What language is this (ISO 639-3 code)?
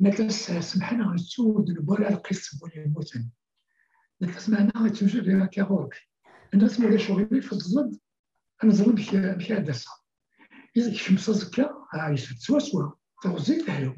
kab